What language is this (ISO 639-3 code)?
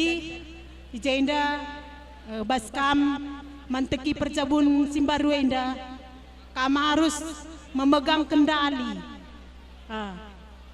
btx